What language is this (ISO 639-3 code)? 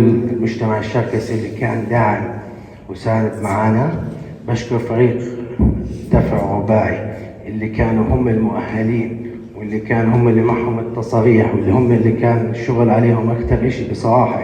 apc